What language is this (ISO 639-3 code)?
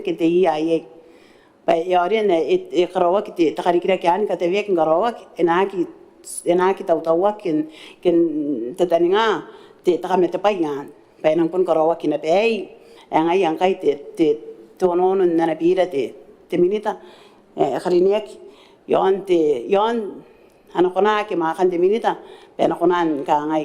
gil